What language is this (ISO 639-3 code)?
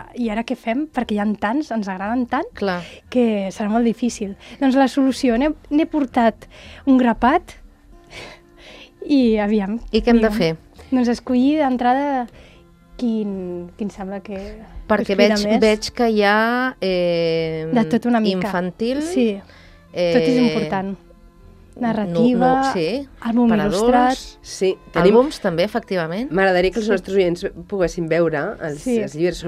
cat